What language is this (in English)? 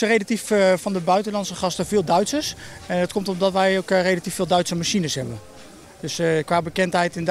Dutch